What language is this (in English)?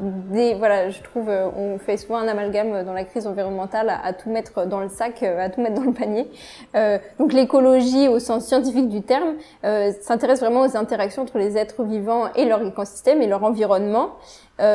French